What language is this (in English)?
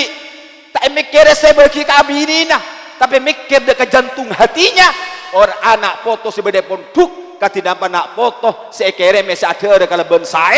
Madurese